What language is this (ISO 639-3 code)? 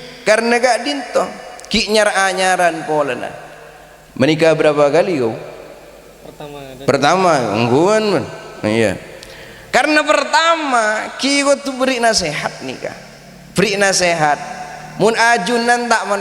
mad